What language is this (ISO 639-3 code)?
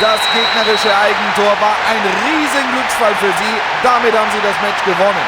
bar